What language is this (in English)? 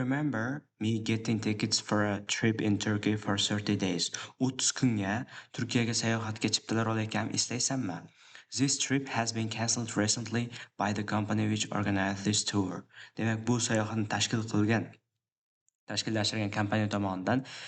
Uzbek